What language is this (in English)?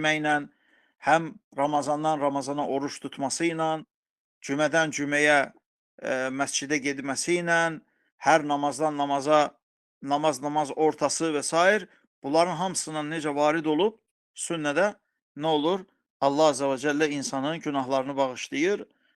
Azerbaijani